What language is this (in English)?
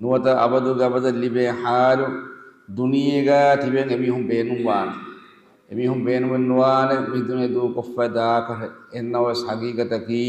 Divehi